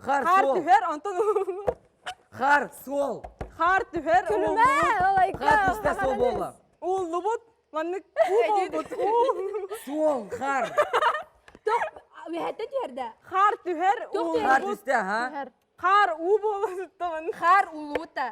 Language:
Yakut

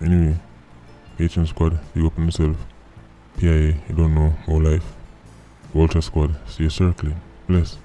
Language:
Jamaican Creole English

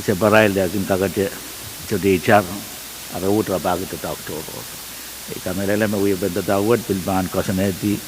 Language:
Pohnpeian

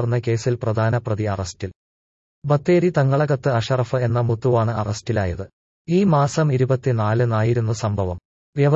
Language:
Malayalam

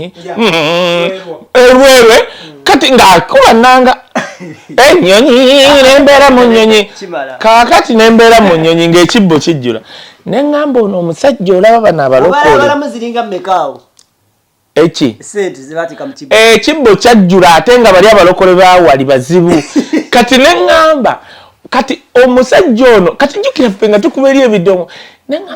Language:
Ganda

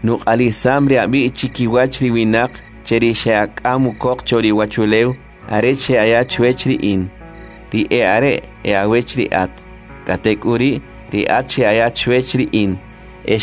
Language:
Kʼicheʼ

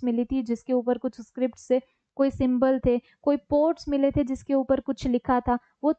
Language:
Hindi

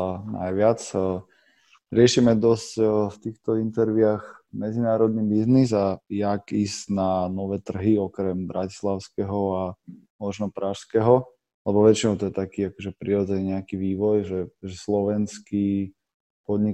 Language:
Slovak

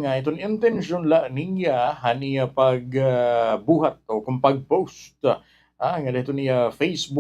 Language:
Waray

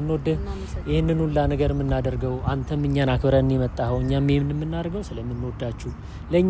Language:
Amharic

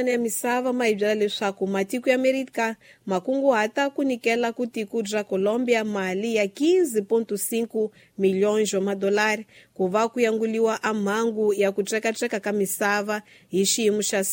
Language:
Tsonga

